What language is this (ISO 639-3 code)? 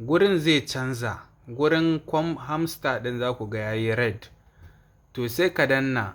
hau